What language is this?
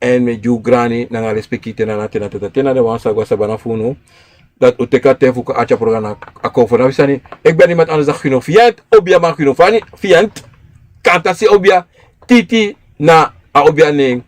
Sranan Tongo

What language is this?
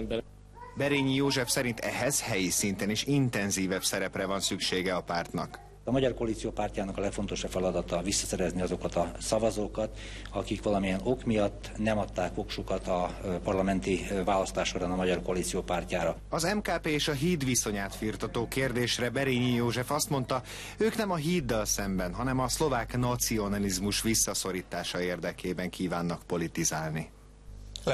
Hungarian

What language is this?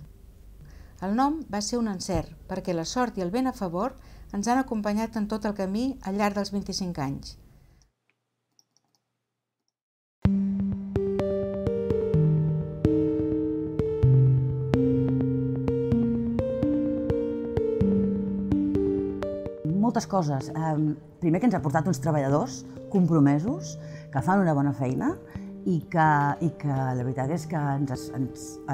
Catalan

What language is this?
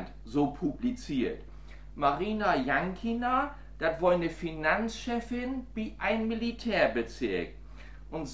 Low German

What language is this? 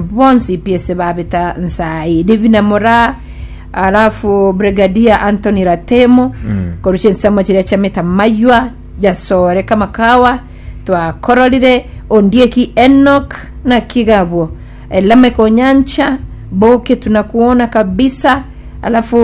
Gusii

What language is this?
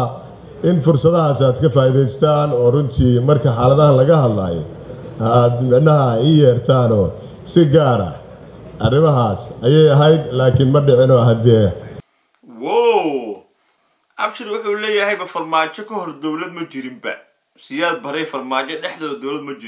Somali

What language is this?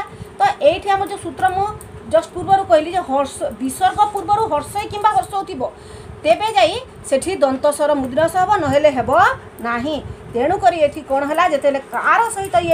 Odia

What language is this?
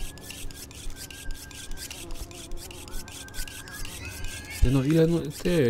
Polish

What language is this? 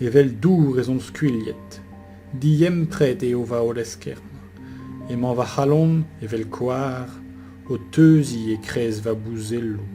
Breton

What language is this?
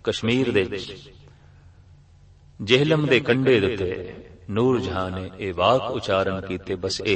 Punjabi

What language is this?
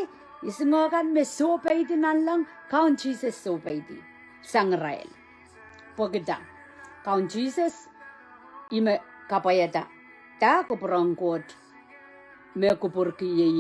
Pohnpeian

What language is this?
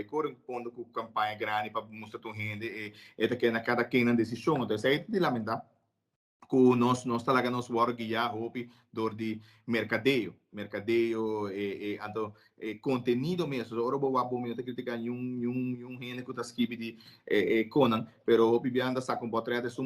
Papiamento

